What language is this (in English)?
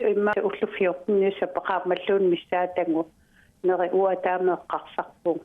Kalaallisut